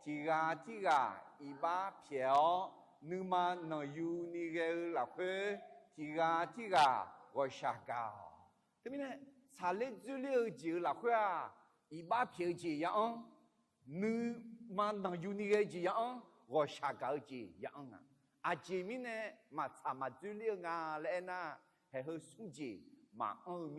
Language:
Akha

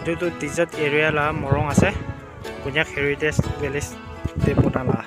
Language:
Naga Pidgin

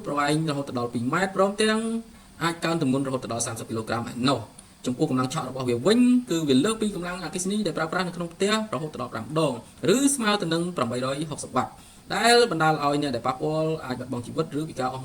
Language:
Khmer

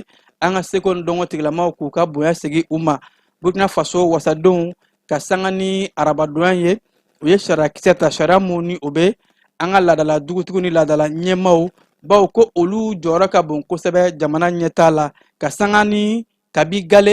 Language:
Bambara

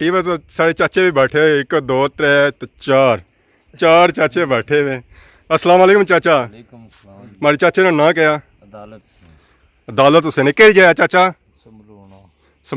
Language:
Pahari-Potwari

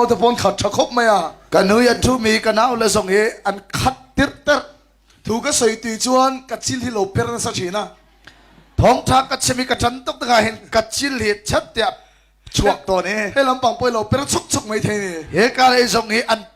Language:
Hakha Chin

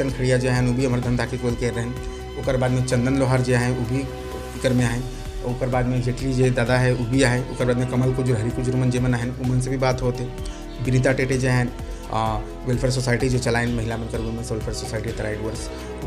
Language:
Sadri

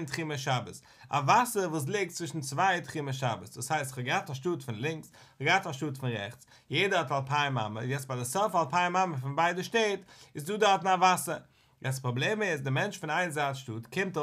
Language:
Yiddish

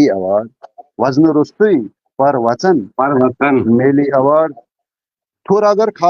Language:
Kashmiri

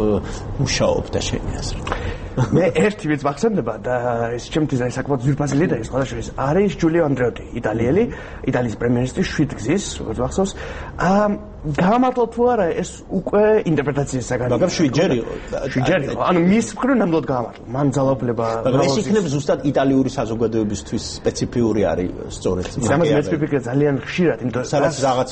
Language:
Georgian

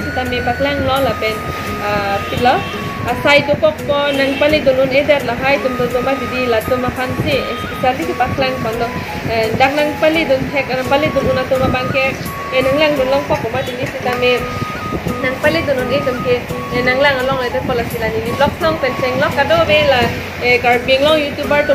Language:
Karbi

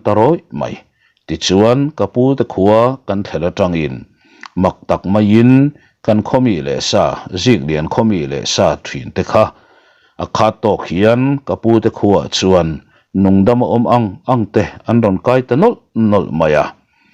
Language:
Mizo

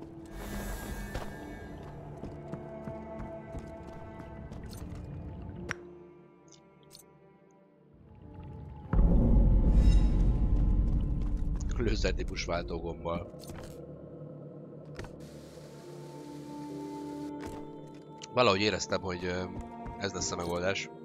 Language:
Hungarian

